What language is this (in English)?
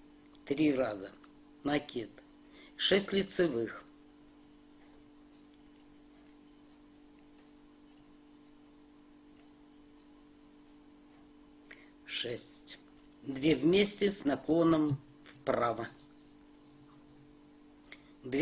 Russian